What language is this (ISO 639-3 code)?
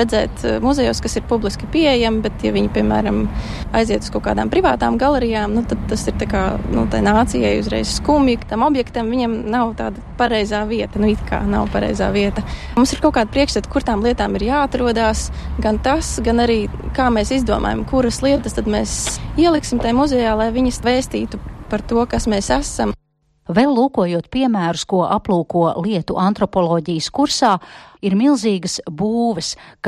lav